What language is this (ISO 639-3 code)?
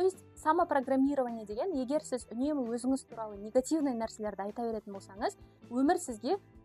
kaz